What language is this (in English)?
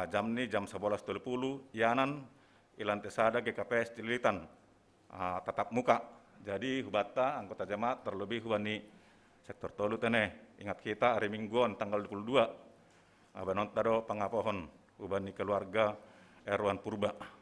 Batak Simalungun